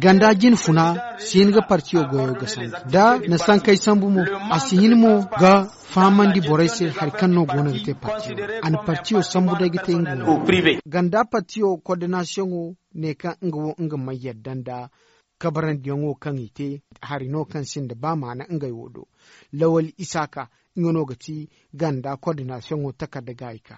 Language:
Zarma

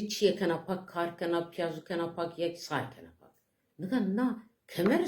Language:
Zaza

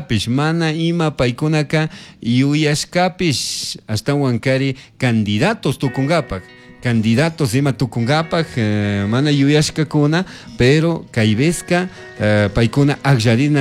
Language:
Chimborazo Highland Quichua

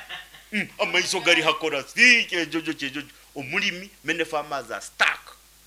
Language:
Nyankole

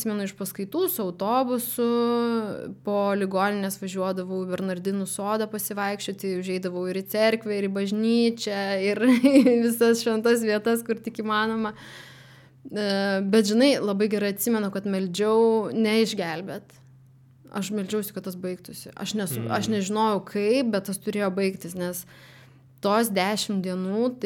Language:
Lithuanian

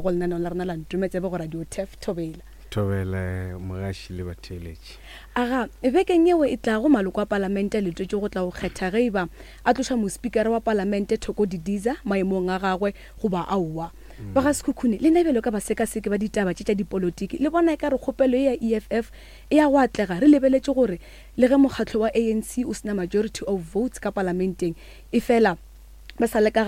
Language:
Northern Sotho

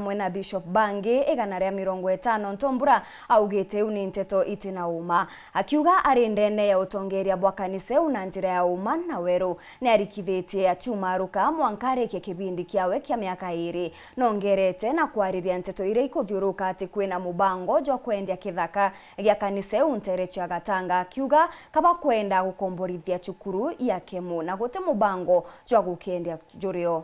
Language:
Meru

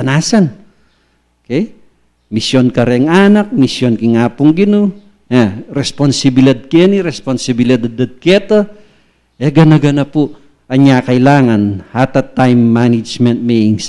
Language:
Pampanga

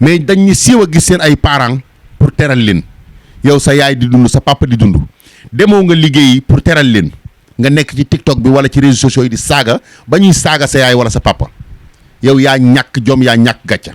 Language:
Wolof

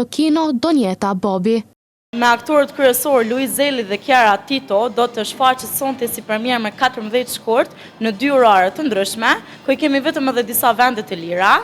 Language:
Albanian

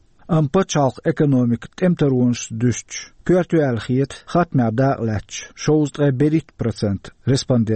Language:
Chechen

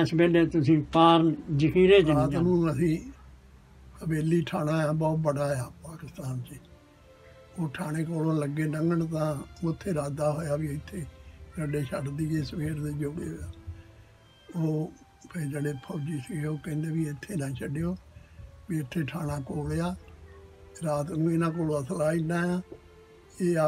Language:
Punjabi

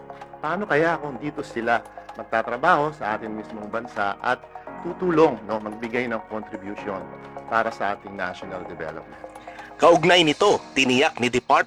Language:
Filipino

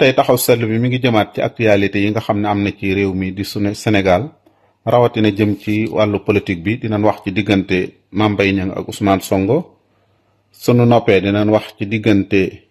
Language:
Wolof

